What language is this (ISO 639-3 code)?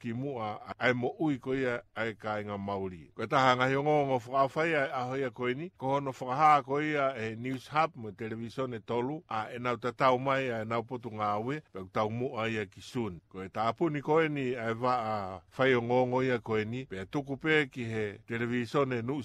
ton